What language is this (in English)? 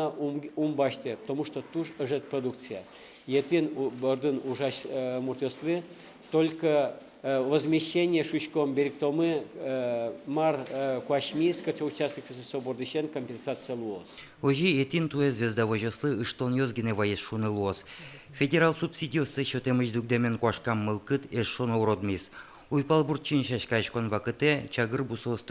Udmurt